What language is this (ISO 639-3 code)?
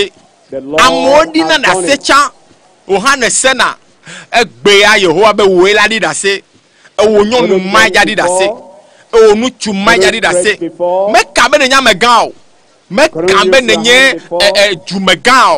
ewe